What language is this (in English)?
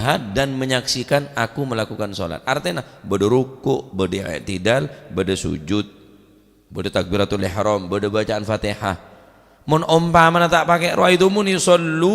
Madurese